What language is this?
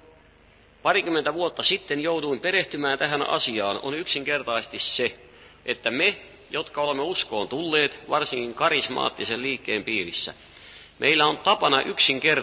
Finnish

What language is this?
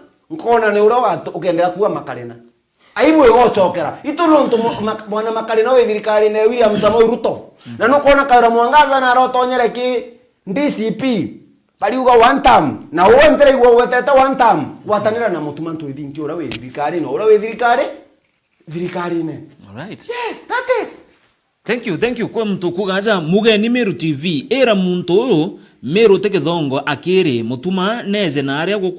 Meru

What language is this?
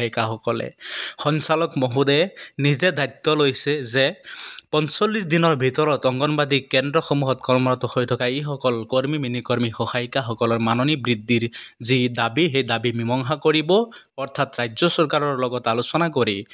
Assamese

